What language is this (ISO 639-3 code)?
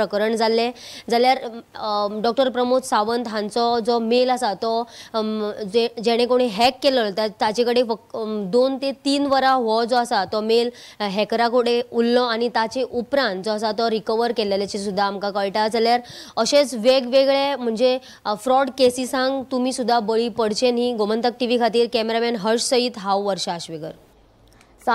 kok